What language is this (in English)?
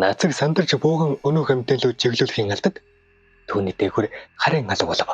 Mongolian